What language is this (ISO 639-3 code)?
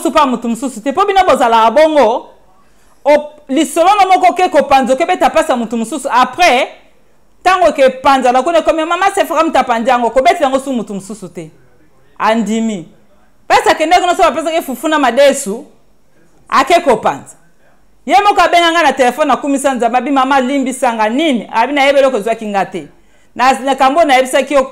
lin